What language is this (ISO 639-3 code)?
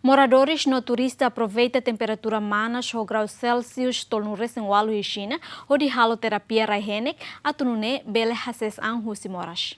tet